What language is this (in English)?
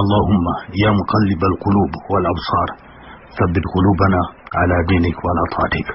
Ganda